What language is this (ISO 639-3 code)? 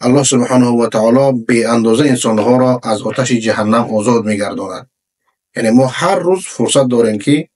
fas